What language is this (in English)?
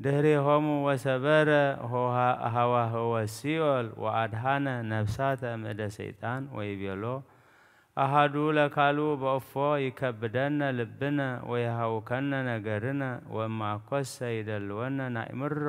Geez